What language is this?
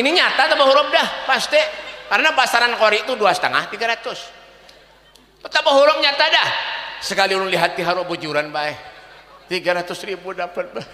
Banjar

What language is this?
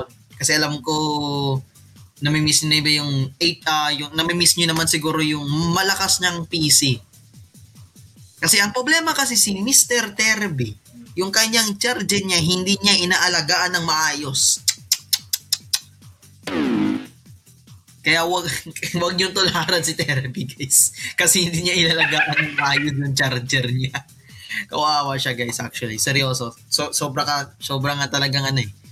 Filipino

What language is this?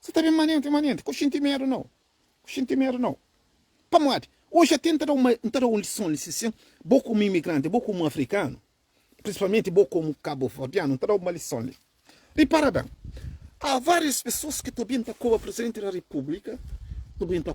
Kabuverdianu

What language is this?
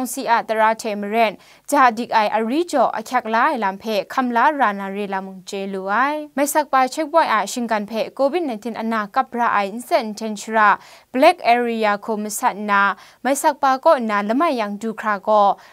Kachin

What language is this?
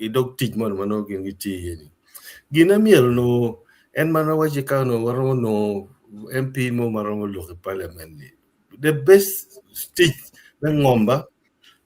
Acoli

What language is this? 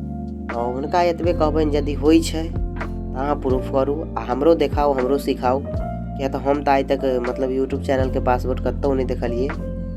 Maithili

